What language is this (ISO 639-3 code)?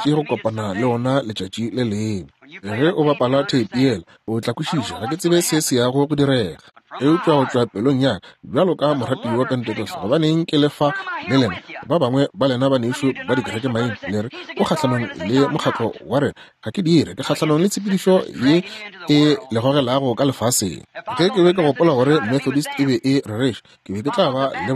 nso